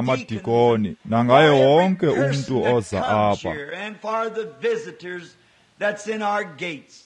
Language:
Xhosa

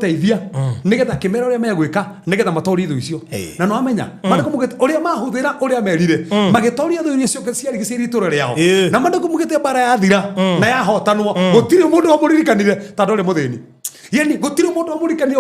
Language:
Kikuyu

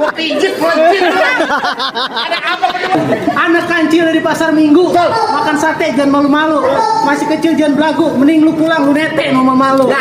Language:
Betawi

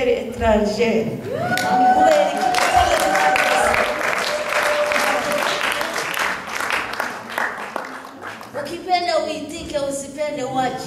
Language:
Kinyarwanda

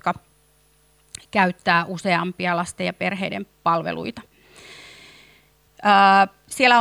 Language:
Finnish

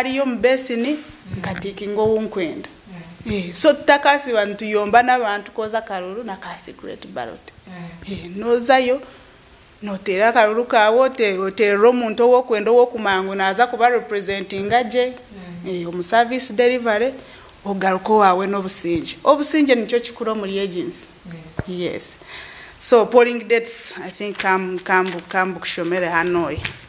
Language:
Nyankole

